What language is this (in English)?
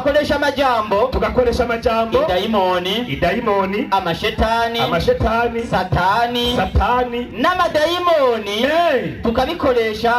Rundi